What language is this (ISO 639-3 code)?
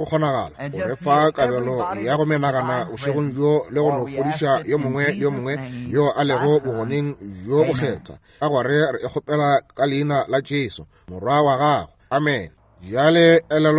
nso